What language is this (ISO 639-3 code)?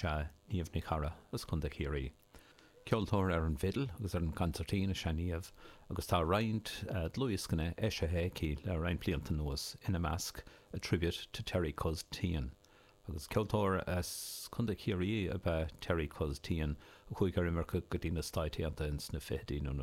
gle